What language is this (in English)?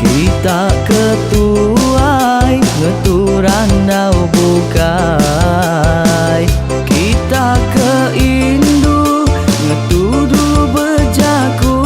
Iban